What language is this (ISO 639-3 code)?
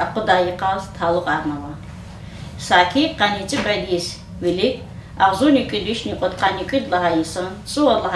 lez